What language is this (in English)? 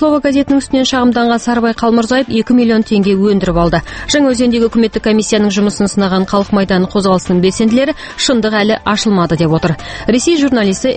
Kazakh